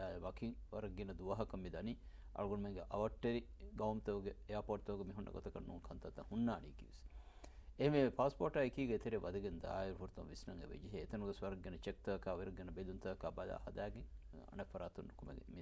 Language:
Divehi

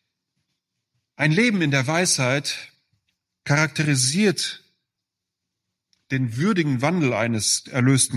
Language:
German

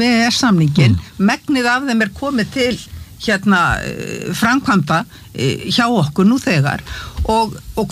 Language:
Icelandic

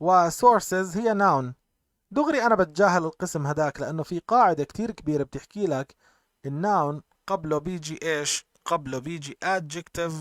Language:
North Levantine Arabic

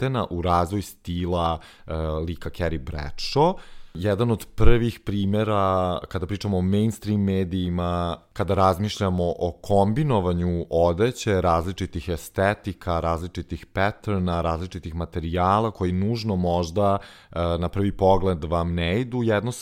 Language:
Serbian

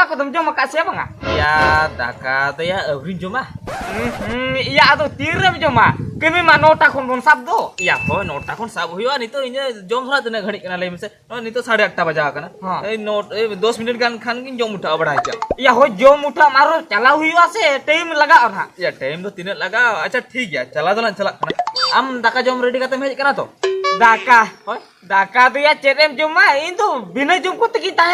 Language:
Santali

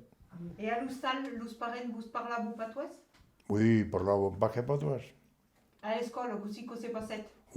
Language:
Occitan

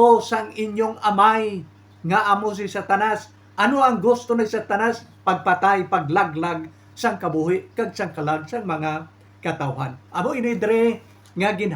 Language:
Hiligaynon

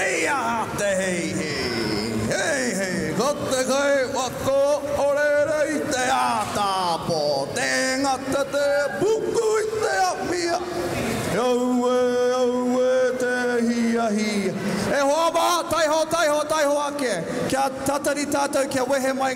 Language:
Māori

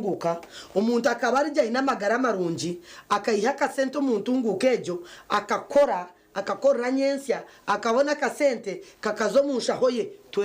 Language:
Nyankole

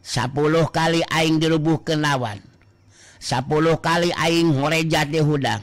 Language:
Sundanese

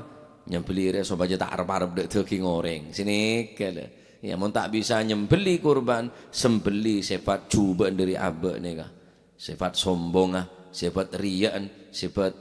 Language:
Madurese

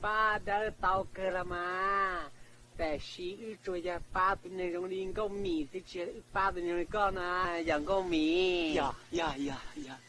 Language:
Hmong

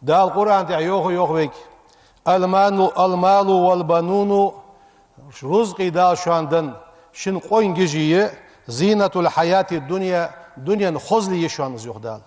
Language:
Ingush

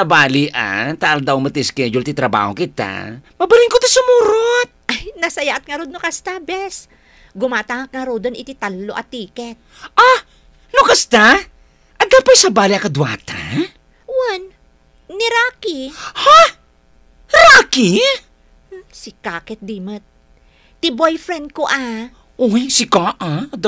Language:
Iloko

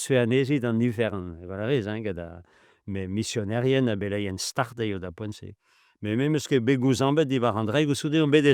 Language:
Breton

